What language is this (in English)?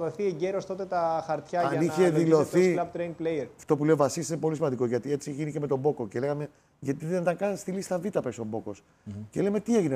Greek